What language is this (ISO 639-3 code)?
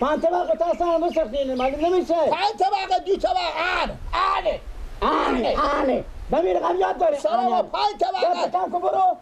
fas